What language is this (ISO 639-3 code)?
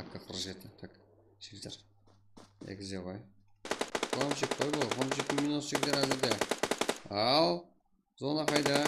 kaa